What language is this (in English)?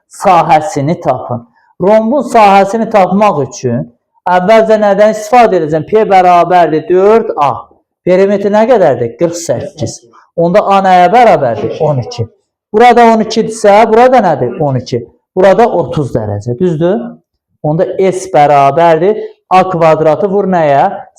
Azerbaijani